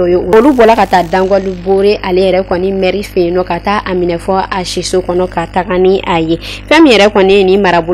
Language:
Bambara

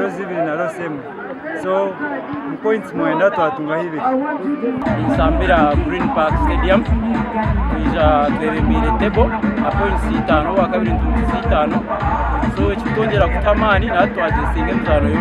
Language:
Nyankole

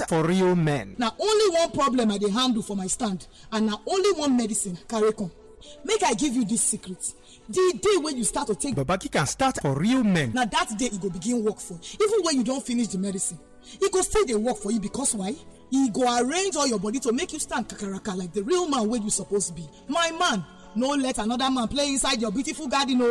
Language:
Nigerian Pidgin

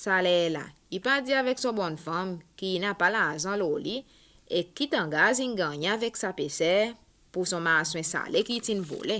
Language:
Seselwa Creole French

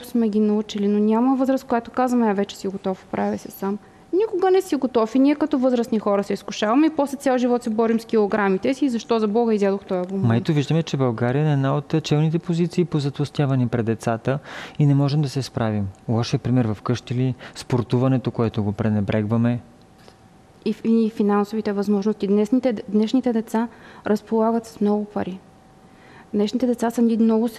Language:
Bulgarian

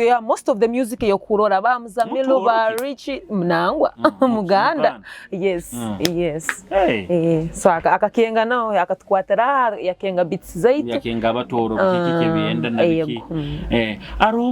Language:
Nyoro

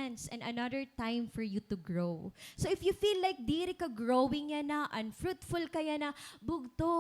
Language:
Waray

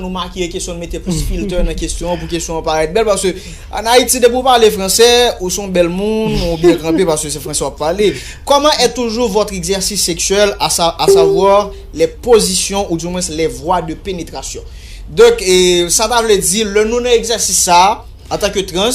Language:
Haitian Creole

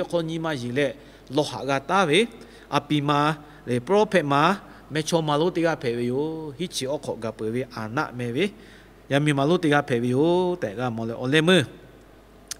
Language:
Lahu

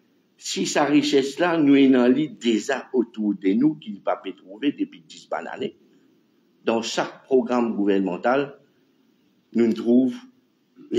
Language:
Morisyen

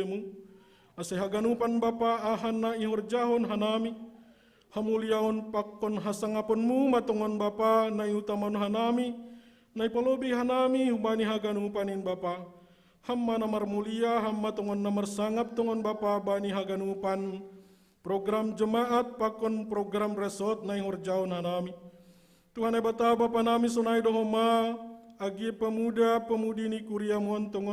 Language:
Batak Simalungun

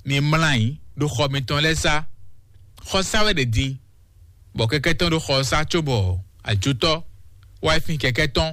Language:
Fon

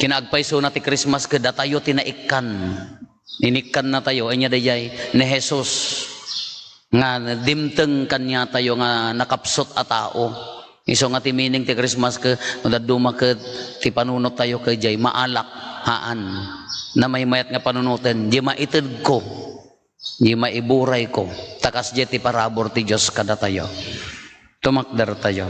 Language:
Iloko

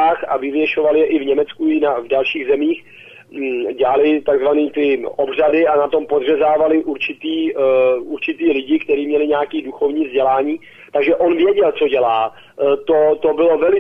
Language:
Czech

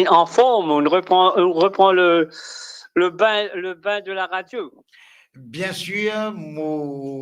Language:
Morisyen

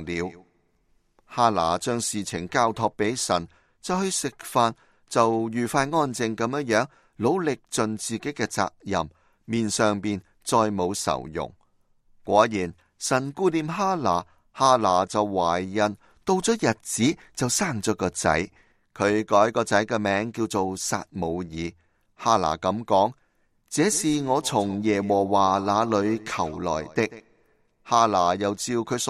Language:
Cantonese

